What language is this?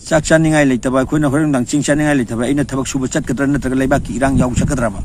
Manipuri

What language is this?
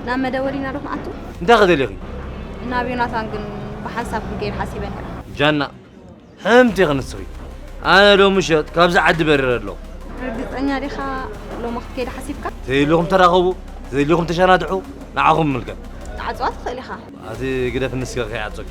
Tigrinya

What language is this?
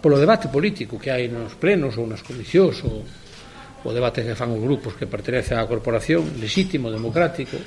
Galician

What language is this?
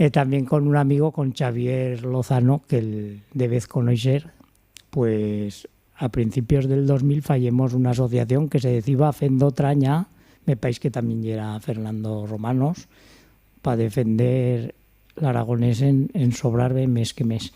Aragonese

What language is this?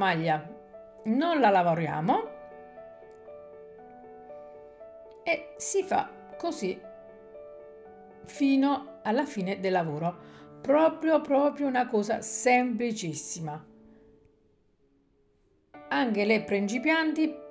Italian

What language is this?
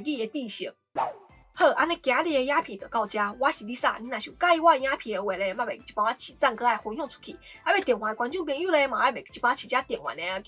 Min Nan Chinese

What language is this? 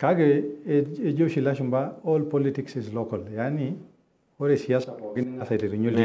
Masai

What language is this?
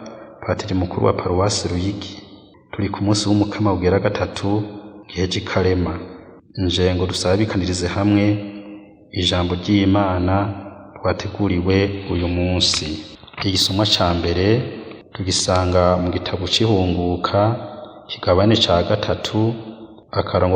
Rundi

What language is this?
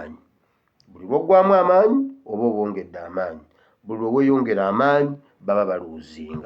Ganda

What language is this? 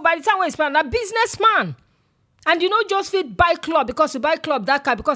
Nigerian Pidgin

